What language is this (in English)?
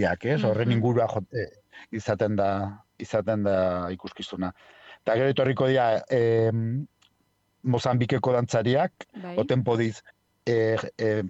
Basque